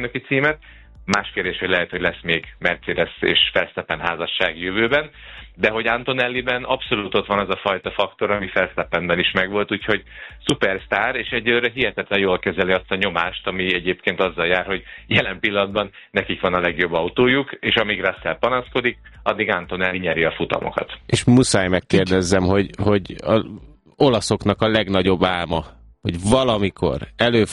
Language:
Hungarian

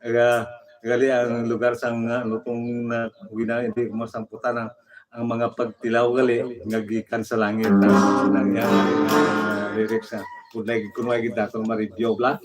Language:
Hiligaynon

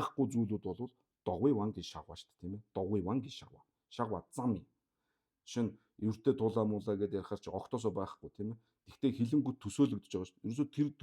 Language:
Mongolian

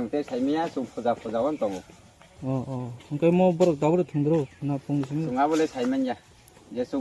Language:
Kok Borok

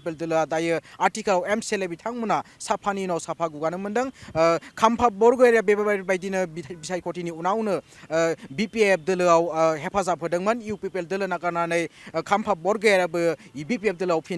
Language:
Bodo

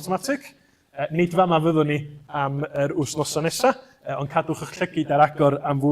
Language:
Welsh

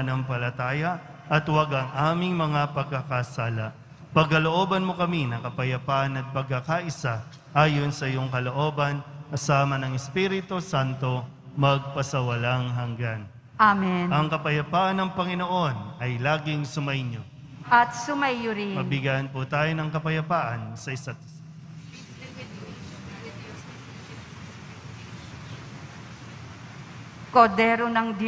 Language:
Filipino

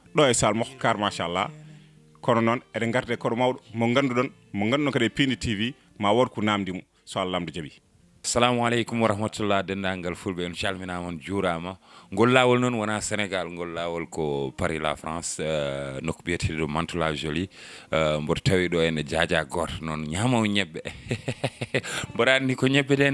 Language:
Fula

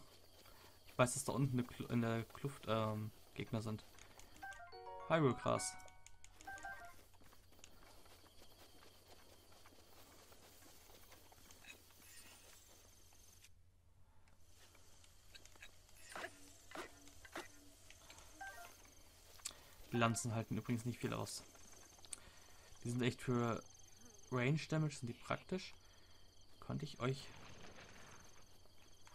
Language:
German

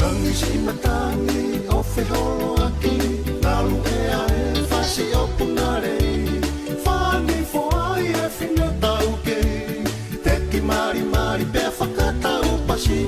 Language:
Tongan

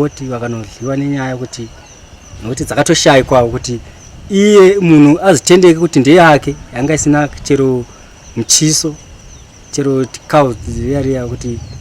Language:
Shona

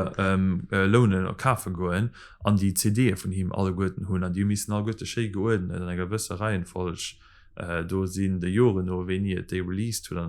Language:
Luxembourgish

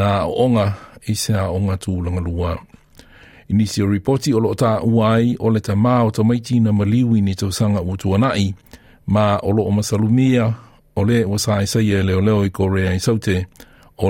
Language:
Samoan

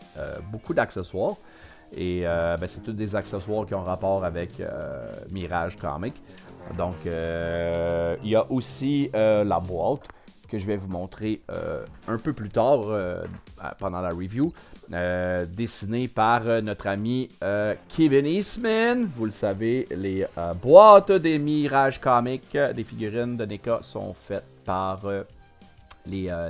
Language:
French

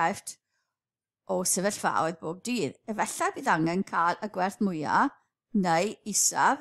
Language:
Welsh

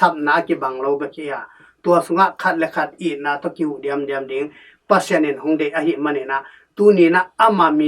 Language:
Tedim Chin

